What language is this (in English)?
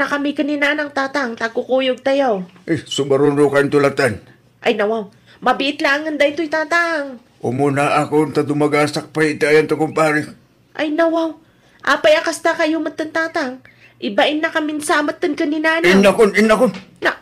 Iloko